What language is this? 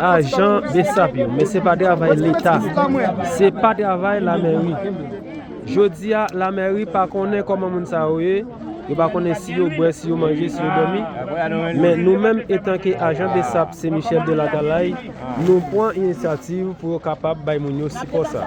Haitian Creole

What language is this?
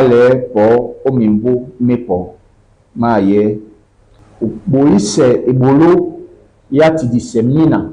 Duala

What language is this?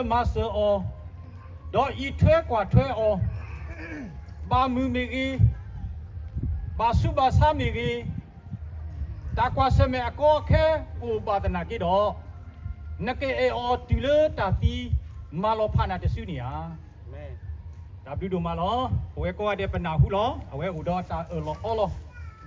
S'gaw Karen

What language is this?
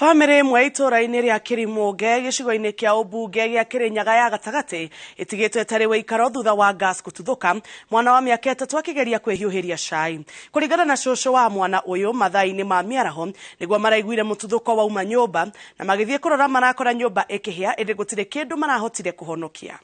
Kikuyu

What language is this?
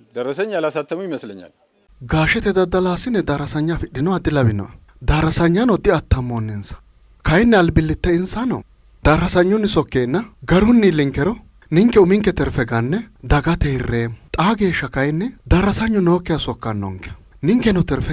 Sidamo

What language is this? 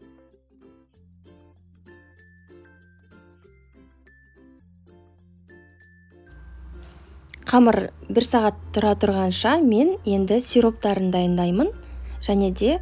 Kazakh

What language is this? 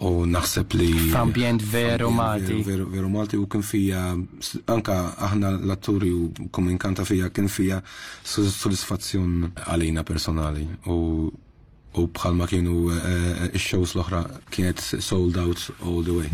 Maltese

